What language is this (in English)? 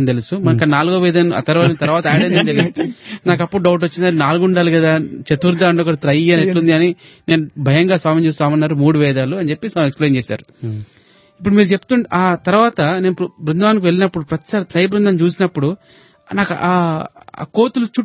Telugu